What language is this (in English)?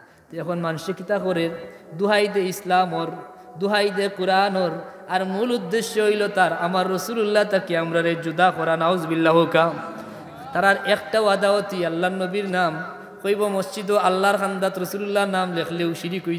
Sylheti